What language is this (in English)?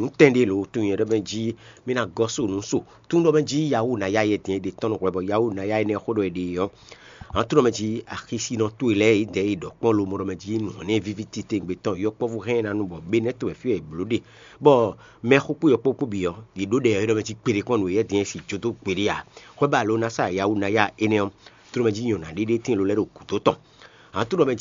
Fon